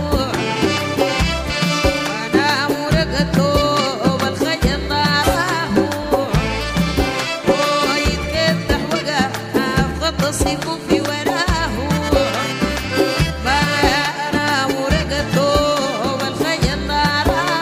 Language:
Arabic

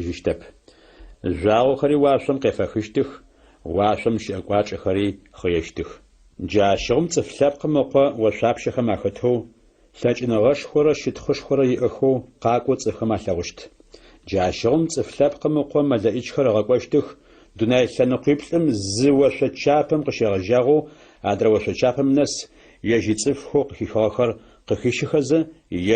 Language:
Adyghe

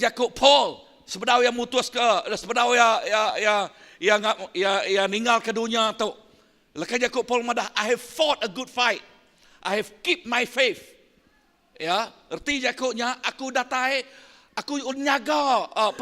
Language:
Iban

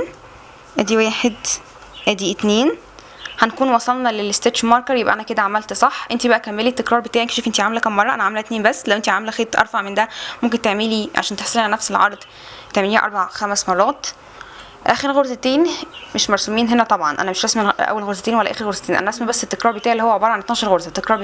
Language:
Egyptian Arabic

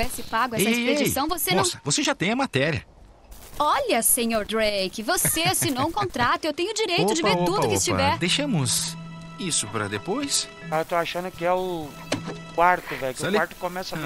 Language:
Portuguese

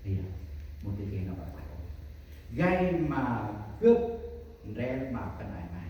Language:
Central Mnong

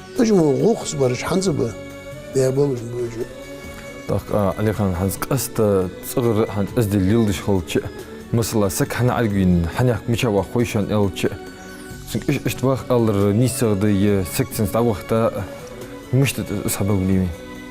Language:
Ingush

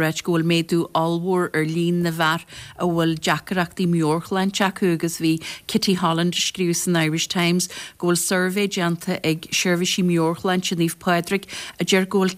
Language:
Irish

